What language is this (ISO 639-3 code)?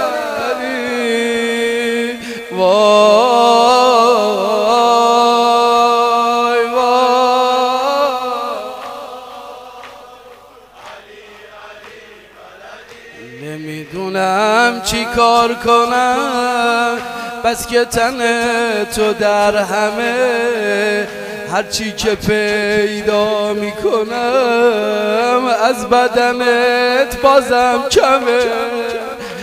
fas